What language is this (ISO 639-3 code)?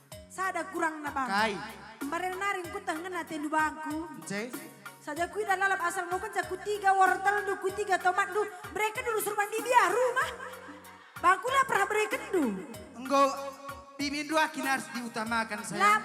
btx